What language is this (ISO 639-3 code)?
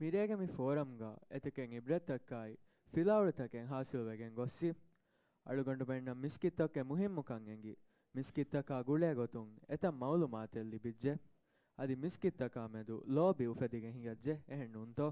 div